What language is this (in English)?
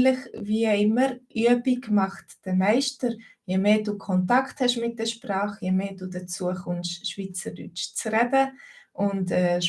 Swiss German